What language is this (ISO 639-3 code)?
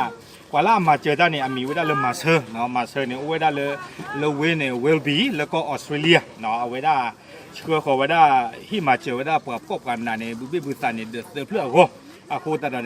ksw